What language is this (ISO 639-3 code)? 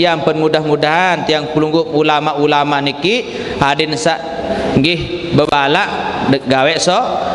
sas